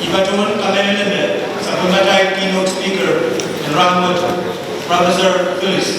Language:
Pohnpeian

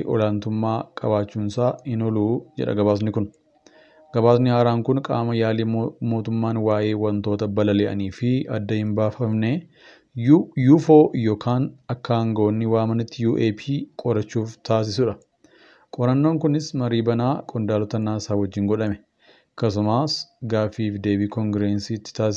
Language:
Oromo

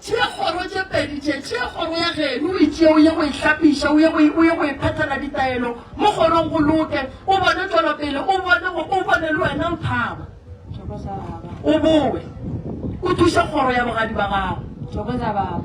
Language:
Northern Sotho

